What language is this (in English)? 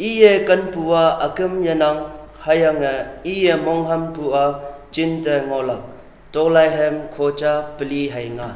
Konyak Naga